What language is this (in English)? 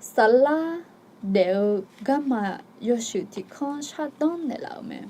Akha